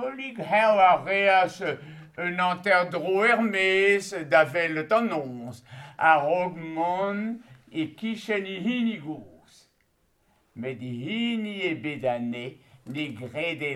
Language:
Breton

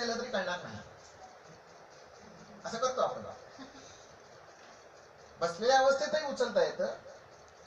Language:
Marathi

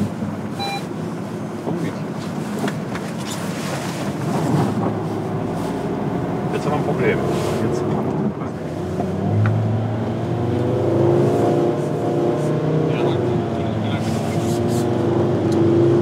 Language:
German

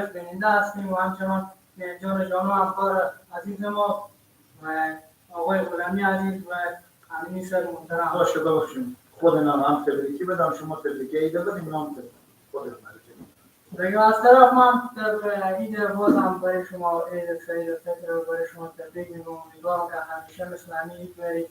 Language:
Persian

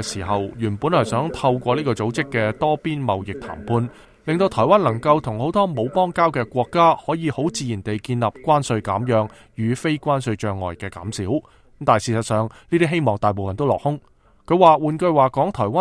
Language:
Cantonese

